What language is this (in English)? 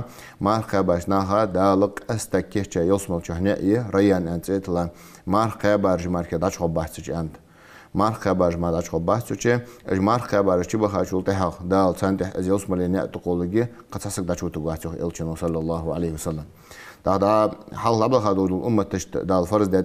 Ingush